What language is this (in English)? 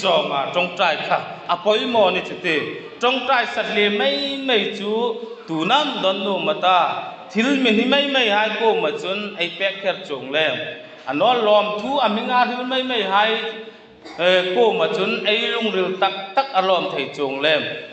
Hmar